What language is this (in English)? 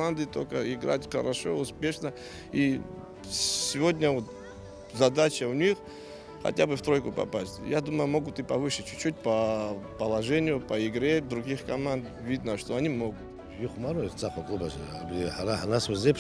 Abkhazian